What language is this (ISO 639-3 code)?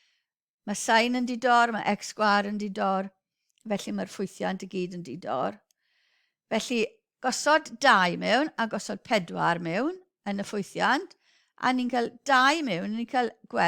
cym